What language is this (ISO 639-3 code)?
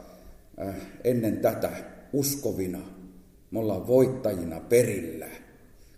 fin